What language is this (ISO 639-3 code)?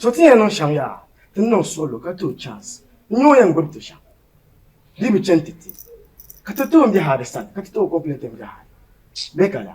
dag